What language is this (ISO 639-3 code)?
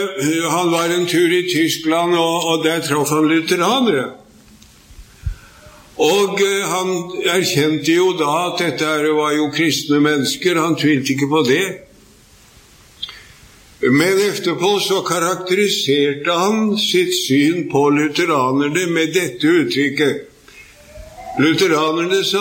nor